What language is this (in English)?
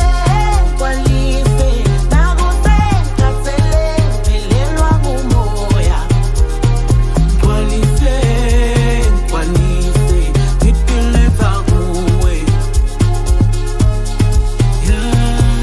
Swahili